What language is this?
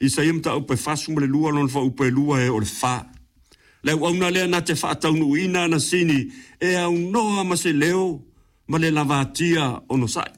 Samoan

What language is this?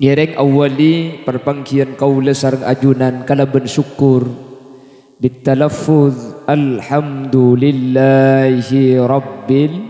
Madurese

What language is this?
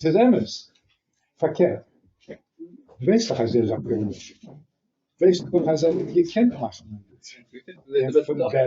Yiddish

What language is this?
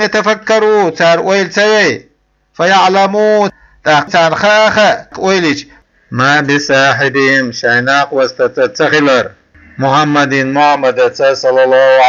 Chechen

